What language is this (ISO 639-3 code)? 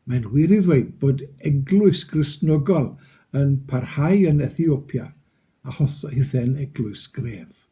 cym